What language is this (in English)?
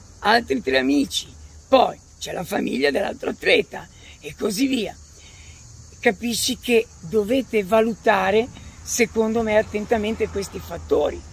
Italian